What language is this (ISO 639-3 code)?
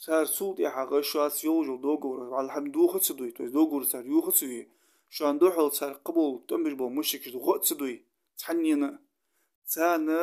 inh